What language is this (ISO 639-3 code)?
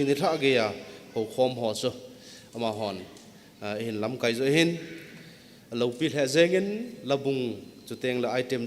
tcz